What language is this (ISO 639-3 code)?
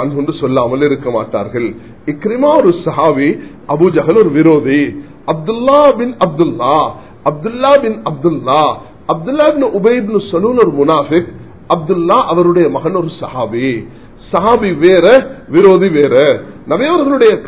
tam